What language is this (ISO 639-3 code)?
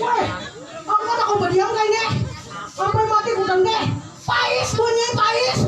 bjn